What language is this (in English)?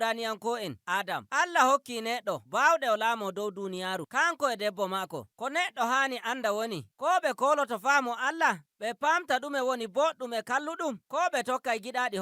Nigerian Fulfulde